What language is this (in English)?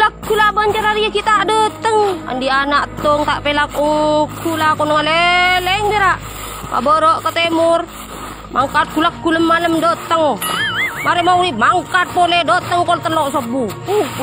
Madurese